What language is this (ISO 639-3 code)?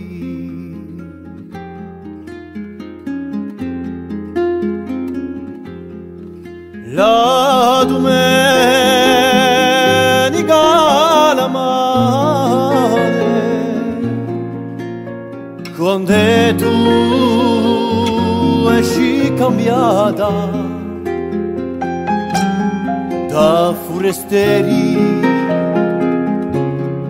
ita